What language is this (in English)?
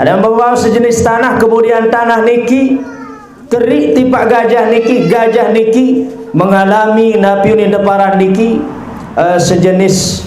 Sasak